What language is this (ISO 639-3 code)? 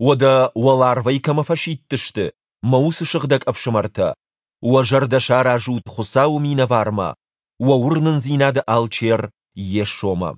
oss